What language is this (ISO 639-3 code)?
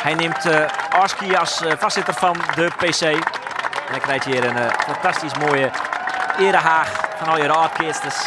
fry